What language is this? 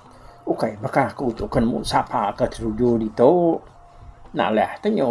Iban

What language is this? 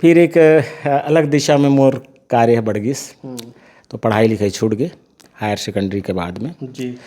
Chhattisgarhi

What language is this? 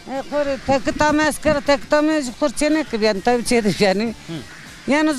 Zaza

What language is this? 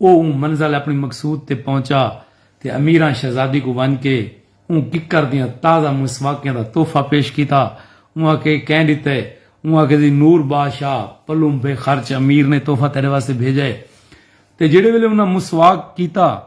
Saraiki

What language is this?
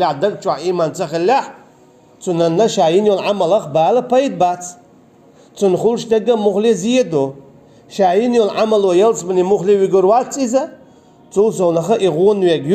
Chechen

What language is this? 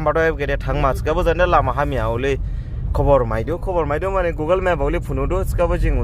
Dimasa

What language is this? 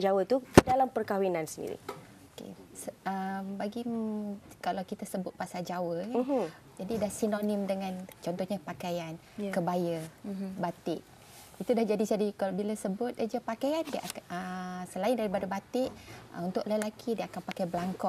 Malay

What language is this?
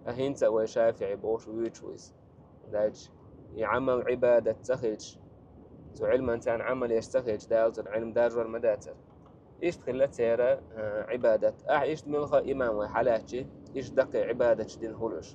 Chechen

